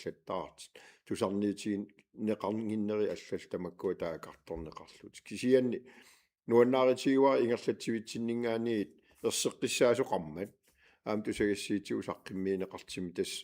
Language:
Kalaallisut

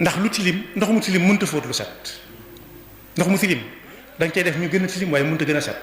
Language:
Wolof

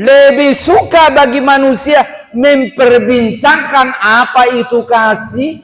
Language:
Batak Toba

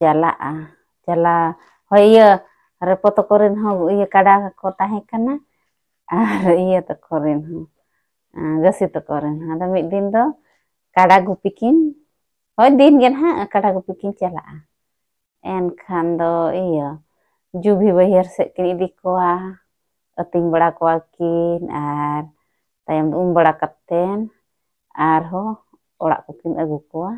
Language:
Santali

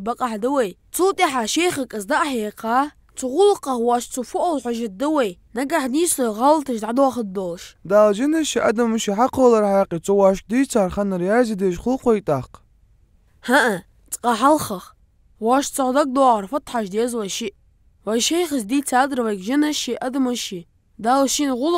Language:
Ingush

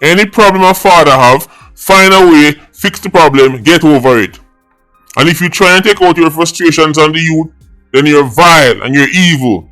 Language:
Jamaican Creole English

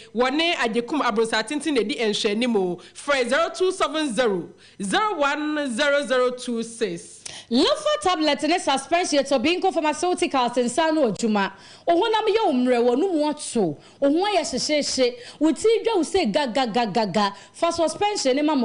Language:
Akan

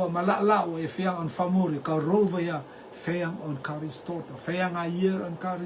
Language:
Rotuman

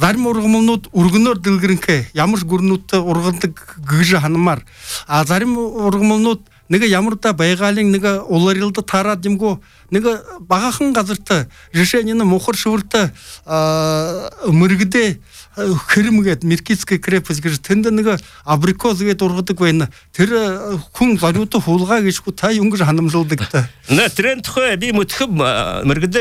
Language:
Buriat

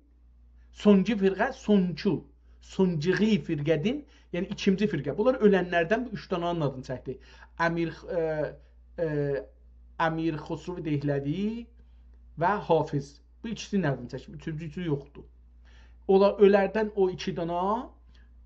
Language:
South Azerbaijani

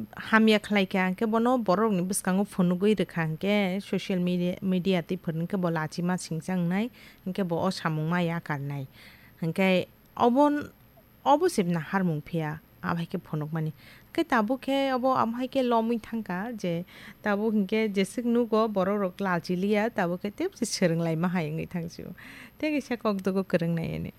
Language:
Kok Borok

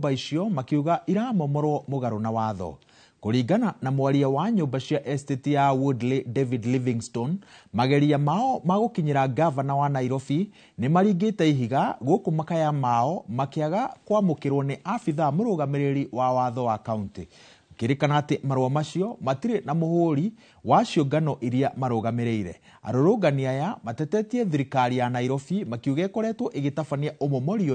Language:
Kikuyu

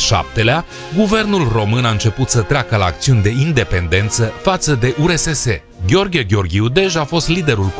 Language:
Romanian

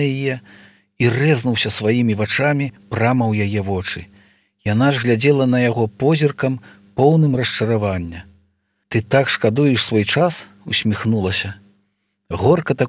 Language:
Belarusian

